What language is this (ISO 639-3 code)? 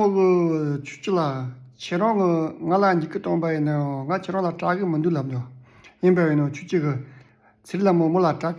bod